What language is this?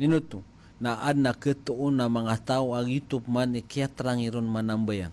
Maranao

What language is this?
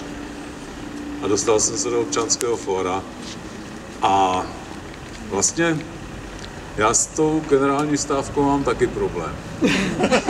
Czech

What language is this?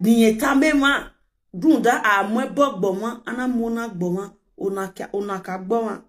Nigerian Pidgin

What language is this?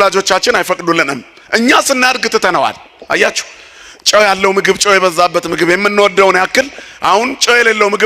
Amharic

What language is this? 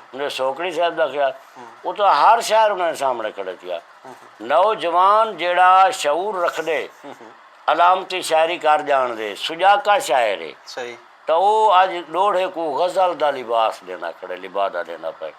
Saraiki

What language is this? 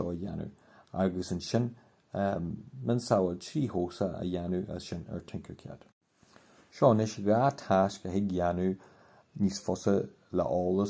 Irish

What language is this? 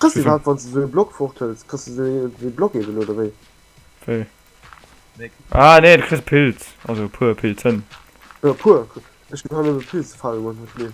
Luxembourgish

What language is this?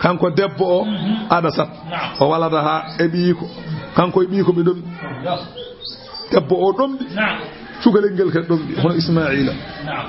Fula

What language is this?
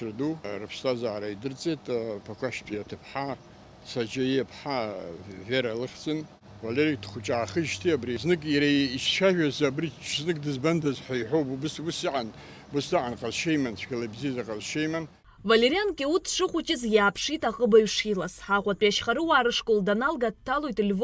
Abkhazian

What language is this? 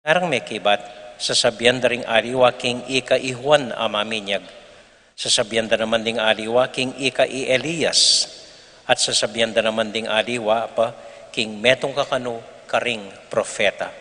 Pampanga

